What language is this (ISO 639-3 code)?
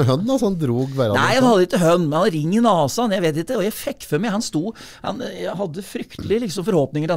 nor